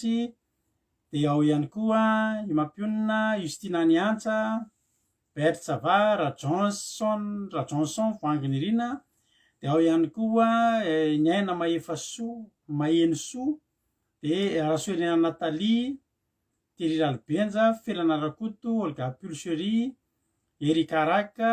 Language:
Malagasy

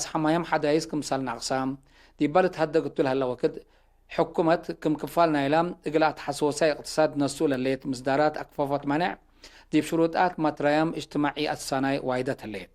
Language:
Tigre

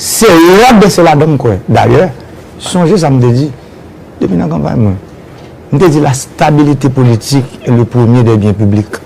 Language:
Haitian Creole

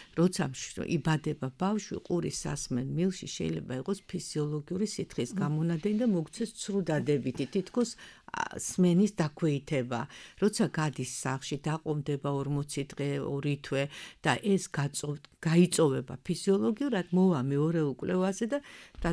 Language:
Georgian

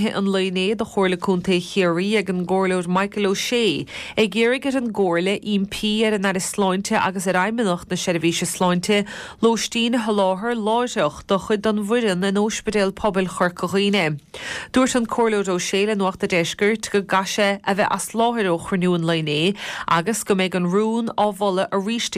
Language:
Irish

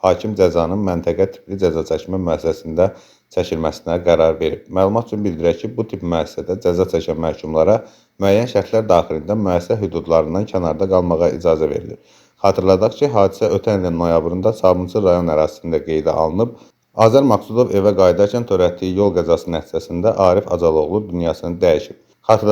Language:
Azerbaijani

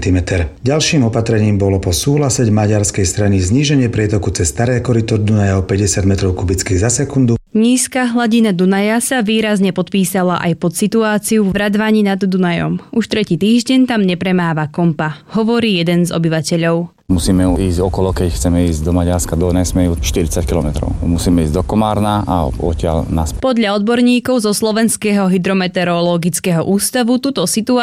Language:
Slovak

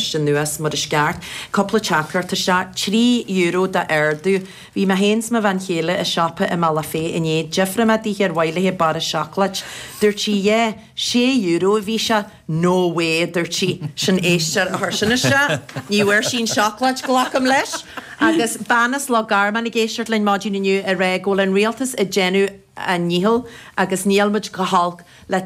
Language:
Irish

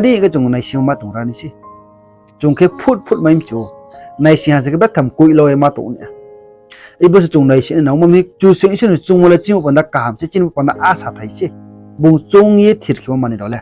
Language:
Riang (India)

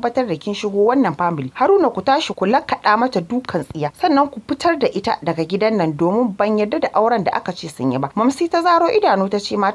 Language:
Hausa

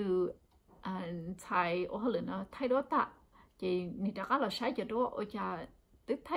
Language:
Hmong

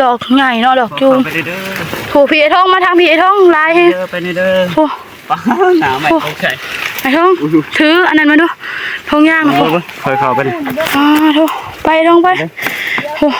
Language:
Northeastern Thai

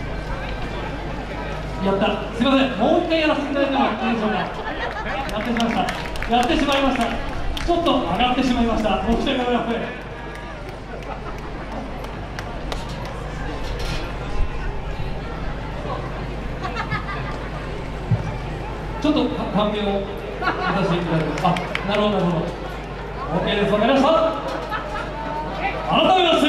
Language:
Japanese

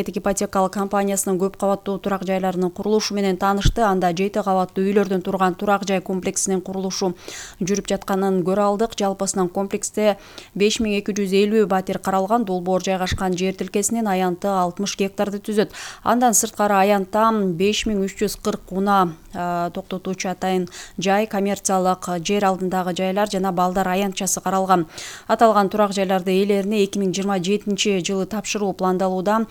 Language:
Kyrgyz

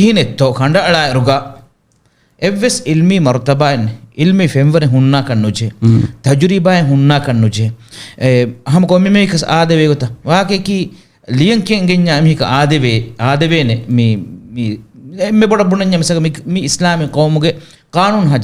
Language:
Divehi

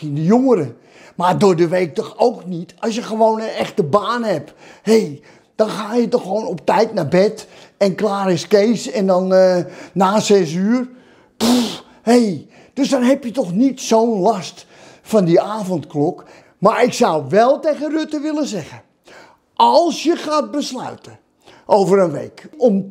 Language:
Dutch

